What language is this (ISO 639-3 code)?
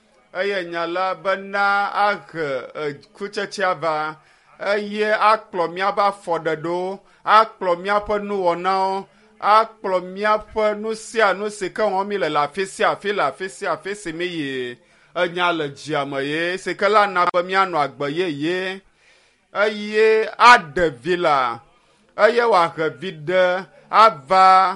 ewe